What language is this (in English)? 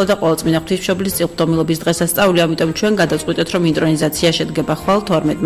Georgian